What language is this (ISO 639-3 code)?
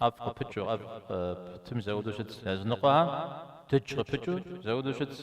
kbd